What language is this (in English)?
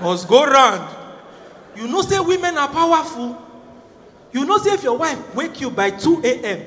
Nigerian Pidgin